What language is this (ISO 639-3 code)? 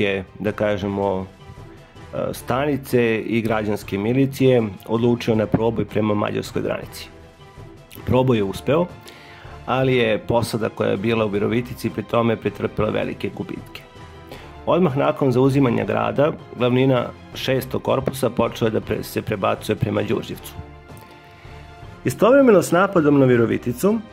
srp